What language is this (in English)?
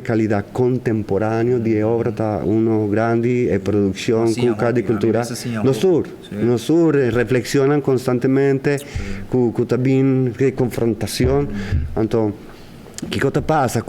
Papiamento